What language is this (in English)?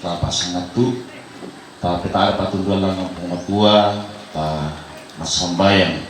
Toraja-Sa'dan